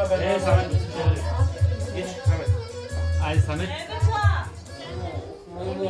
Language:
Turkish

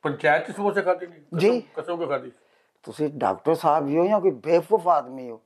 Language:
Punjabi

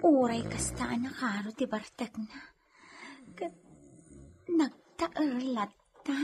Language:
Iloko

